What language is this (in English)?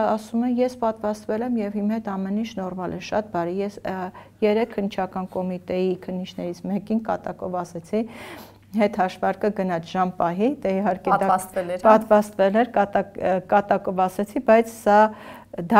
Armenian